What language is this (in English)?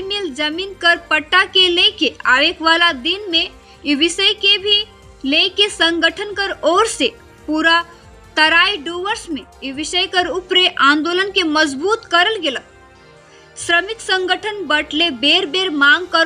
Sadri